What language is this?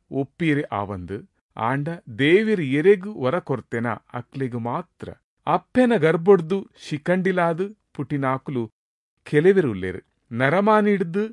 Tulu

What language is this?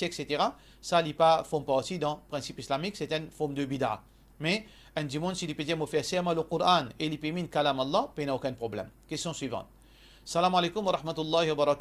Morisyen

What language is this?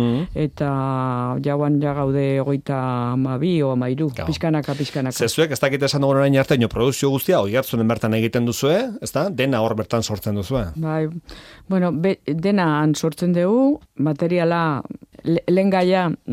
Basque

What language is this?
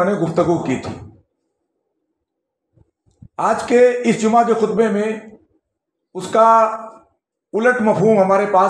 Urdu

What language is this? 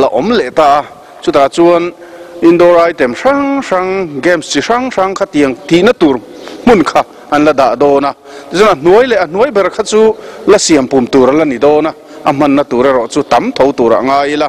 Mizo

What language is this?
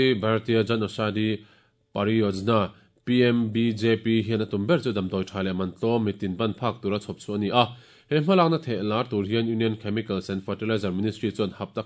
Mizo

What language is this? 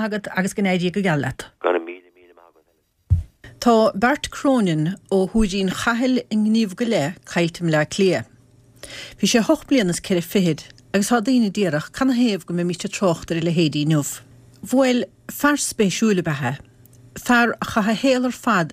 Irish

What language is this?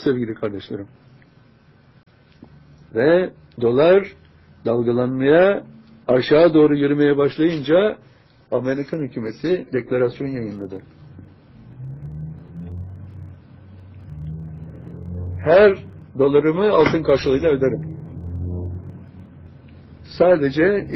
Turkish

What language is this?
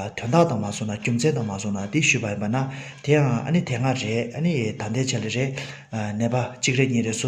Tibetan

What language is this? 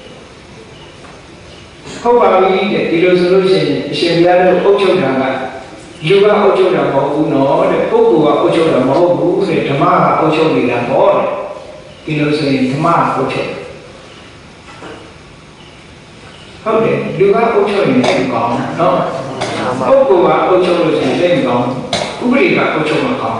Burmese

